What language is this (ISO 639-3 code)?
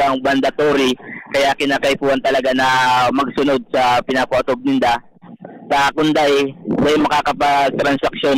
bik